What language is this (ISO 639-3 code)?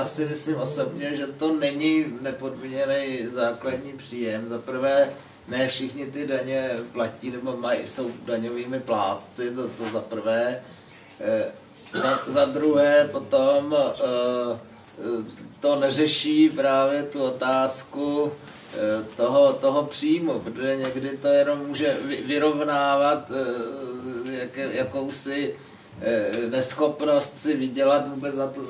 ces